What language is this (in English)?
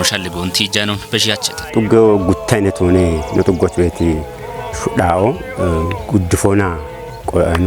Kafa